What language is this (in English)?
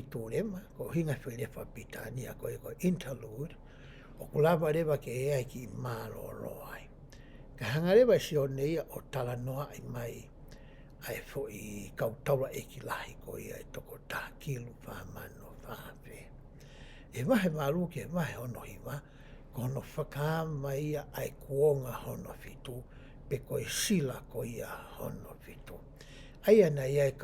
Tongan